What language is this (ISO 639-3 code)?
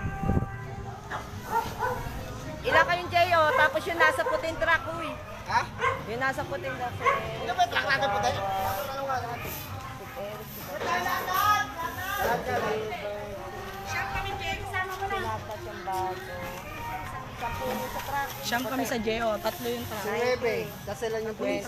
fil